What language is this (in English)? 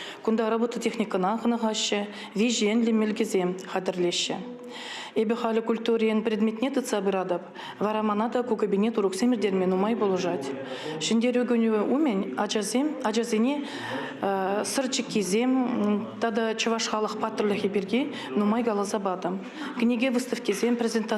Chuvash